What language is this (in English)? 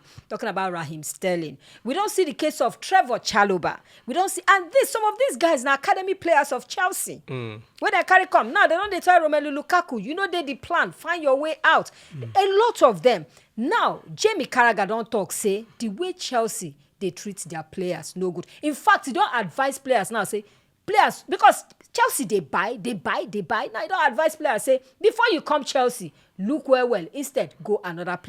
Nigerian Pidgin